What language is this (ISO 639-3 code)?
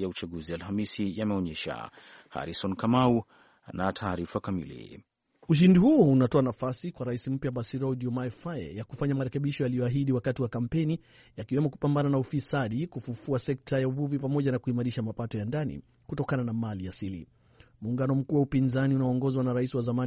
swa